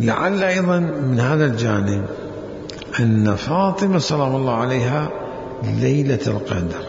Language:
Mesopotamian Arabic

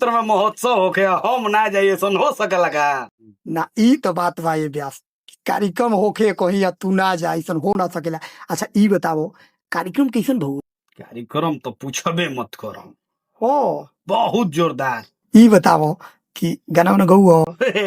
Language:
Bhojpuri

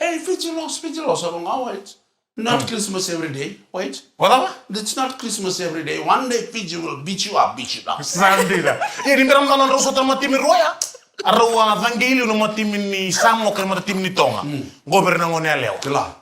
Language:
Fijian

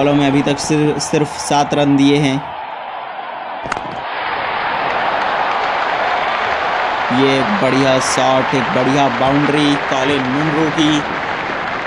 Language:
Hindi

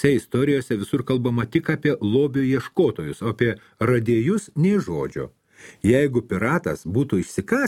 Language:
Lithuanian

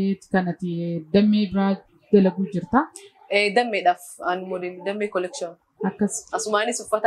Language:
Oromo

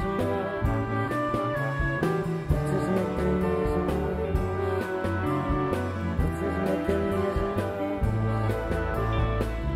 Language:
Catalan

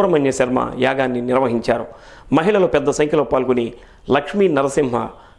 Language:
Telugu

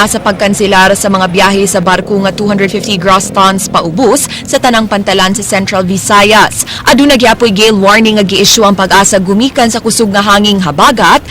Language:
Cebuano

